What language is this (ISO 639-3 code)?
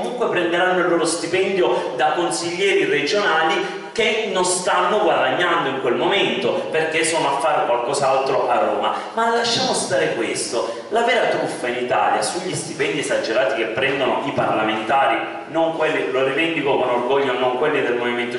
ita